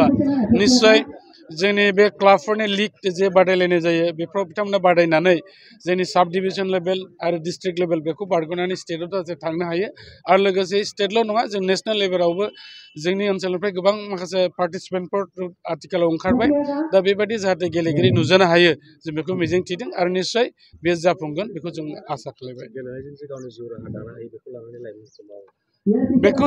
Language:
Bodo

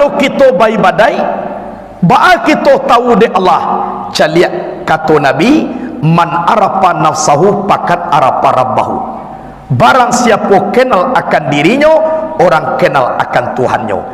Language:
Minangkabau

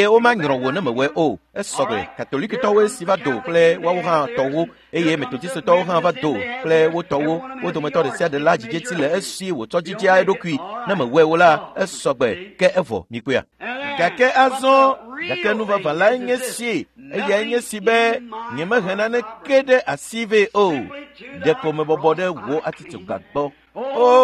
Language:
Ewe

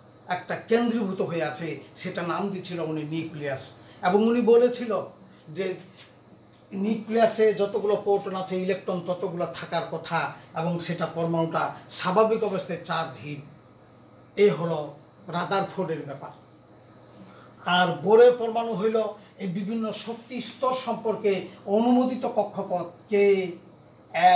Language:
Bangla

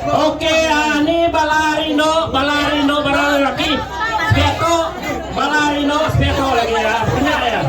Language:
Iban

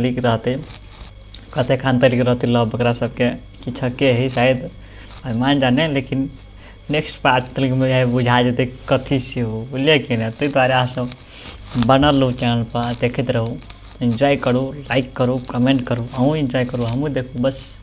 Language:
Maithili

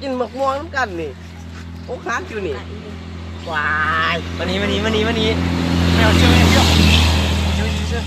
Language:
Lao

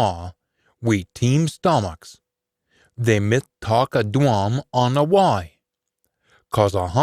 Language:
Scots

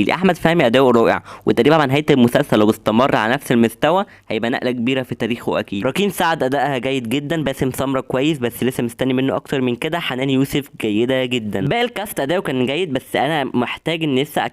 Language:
Egyptian Arabic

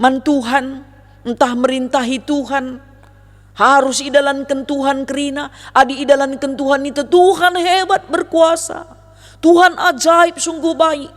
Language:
Batak Karo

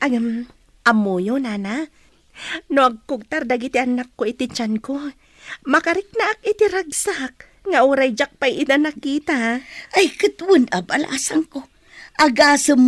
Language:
Iloko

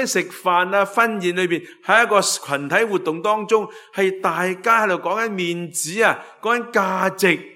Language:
Cantonese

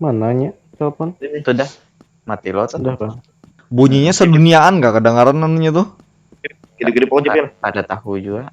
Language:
Banjar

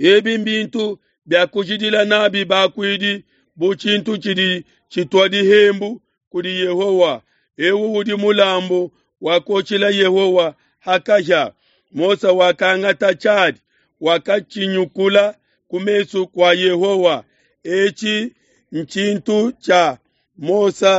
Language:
Luba-Lulua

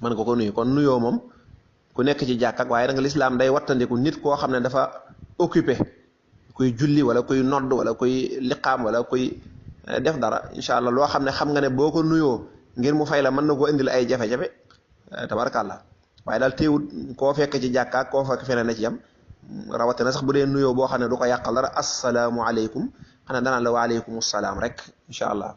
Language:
Wolof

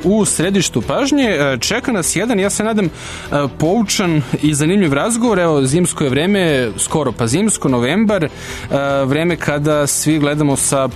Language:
Serbian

